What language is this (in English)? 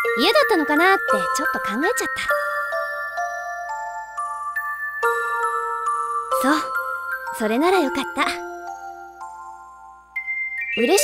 Japanese